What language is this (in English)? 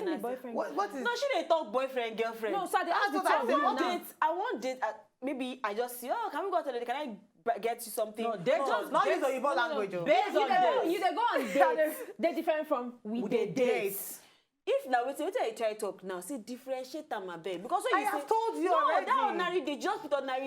Nigerian Pidgin